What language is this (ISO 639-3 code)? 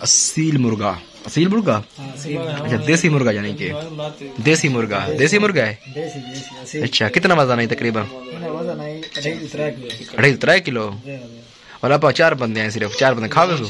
skr